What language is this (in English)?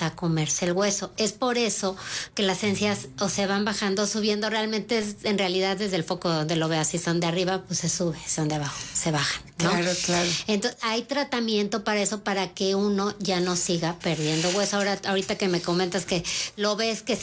Spanish